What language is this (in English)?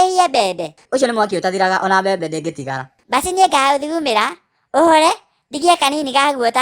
Kikuyu